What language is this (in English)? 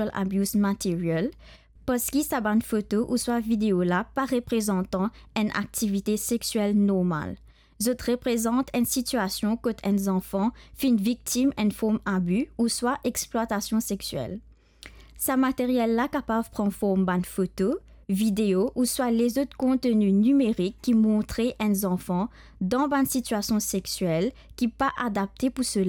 Morisyen